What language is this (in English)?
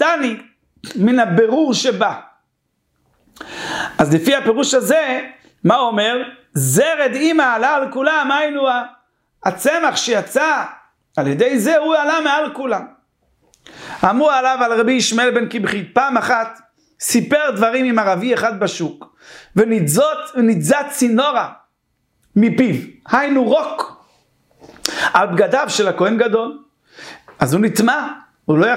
Hebrew